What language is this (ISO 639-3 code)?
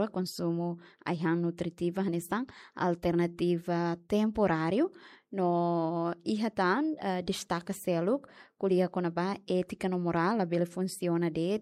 tet